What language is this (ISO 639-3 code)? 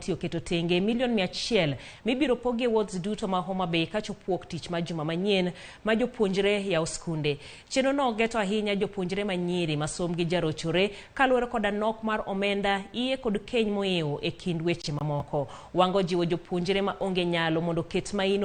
luo